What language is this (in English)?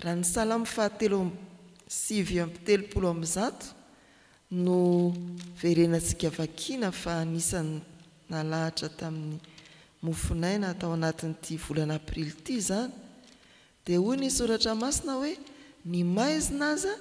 Malagasy